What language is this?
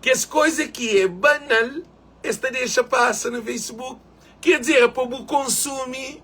Kabuverdianu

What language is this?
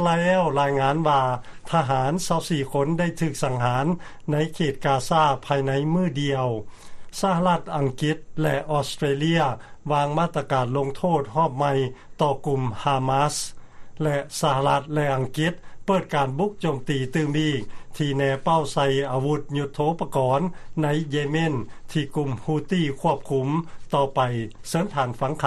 Lao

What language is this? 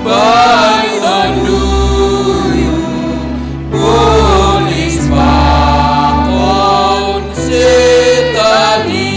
Batak Simalungun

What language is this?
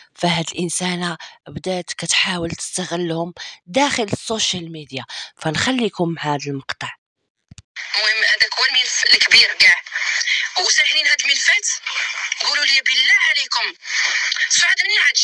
Moroccan Arabic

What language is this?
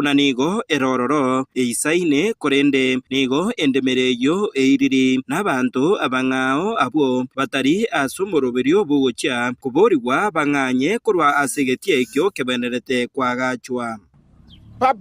Gusii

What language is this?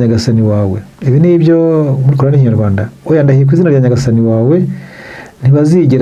Kinyarwanda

